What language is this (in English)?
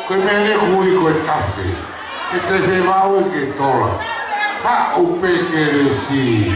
Tongan